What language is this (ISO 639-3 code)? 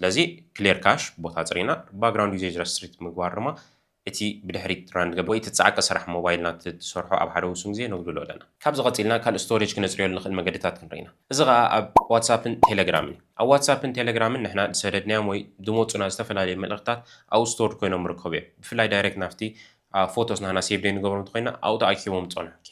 tir